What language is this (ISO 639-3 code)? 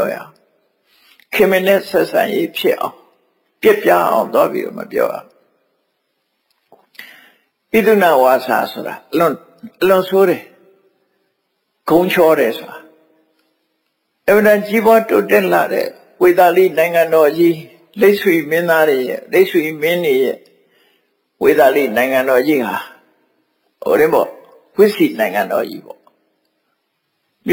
mya